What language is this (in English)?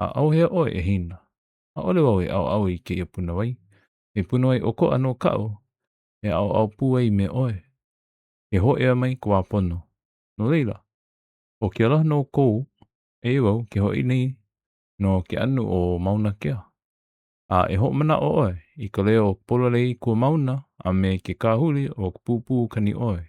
Hawaiian